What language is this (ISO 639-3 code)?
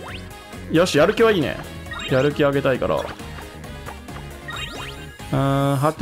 jpn